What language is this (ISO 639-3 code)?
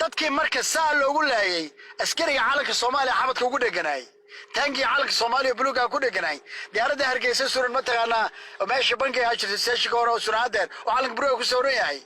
som